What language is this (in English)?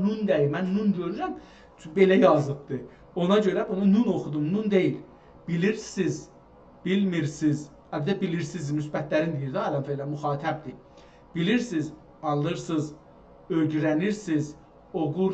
South Azerbaijani